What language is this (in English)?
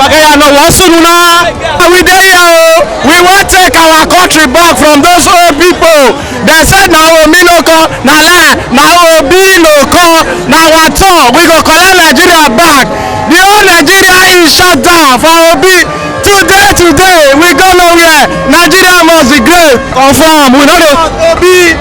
Nigerian Pidgin